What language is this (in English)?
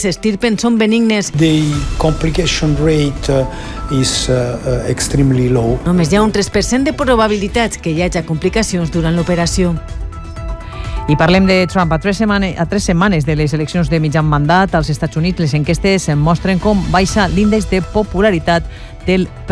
Catalan